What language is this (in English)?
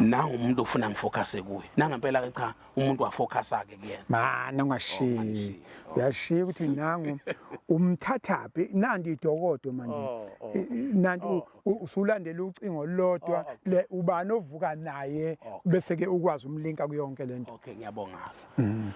Zulu